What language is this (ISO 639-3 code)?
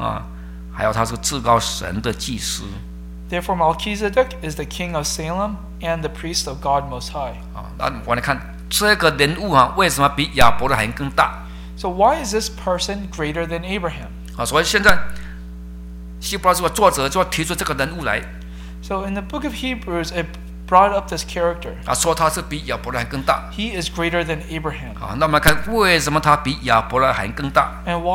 zho